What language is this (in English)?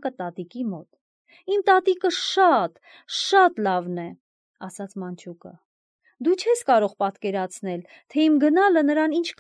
Armenian